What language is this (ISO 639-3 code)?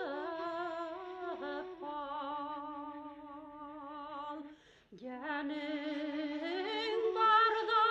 bak